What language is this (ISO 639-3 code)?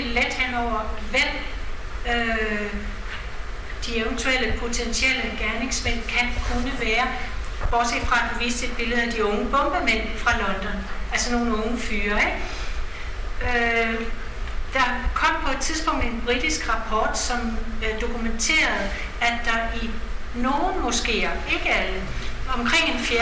dan